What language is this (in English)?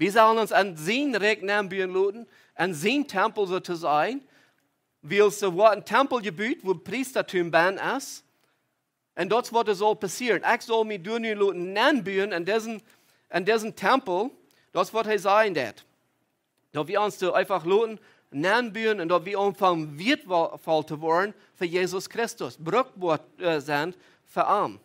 Plautdietsch